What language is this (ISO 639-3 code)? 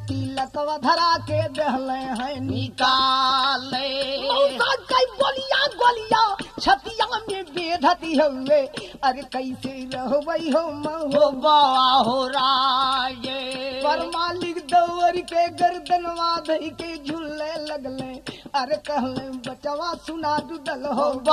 bho